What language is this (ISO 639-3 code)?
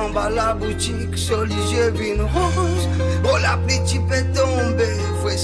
mfe